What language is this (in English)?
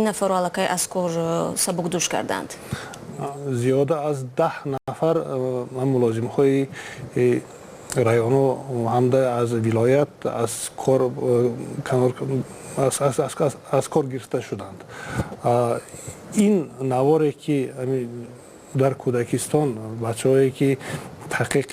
Tajik